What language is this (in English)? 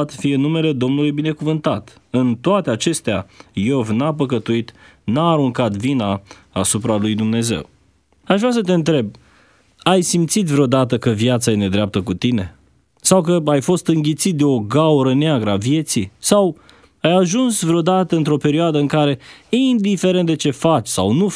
Romanian